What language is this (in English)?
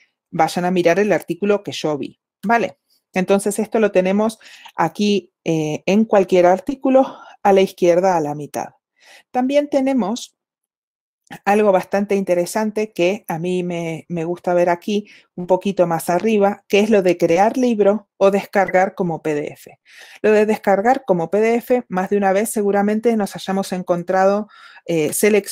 Spanish